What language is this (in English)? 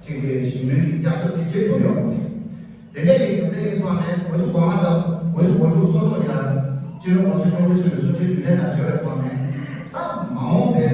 Tibetan